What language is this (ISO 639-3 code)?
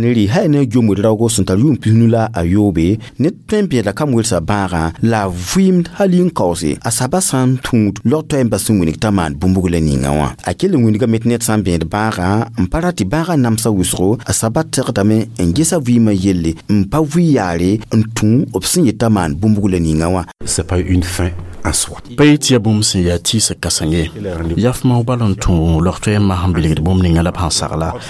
mos